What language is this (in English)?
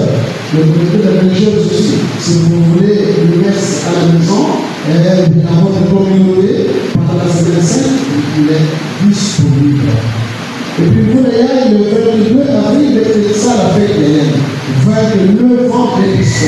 French